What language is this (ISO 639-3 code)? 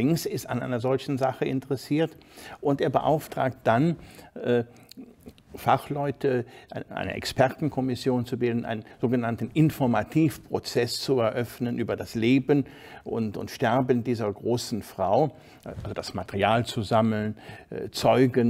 deu